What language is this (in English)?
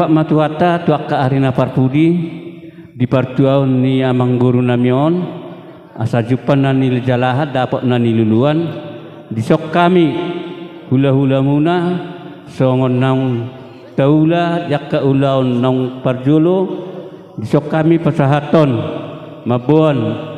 Batak Toba